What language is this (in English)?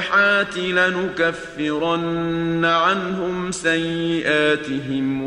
Bosnian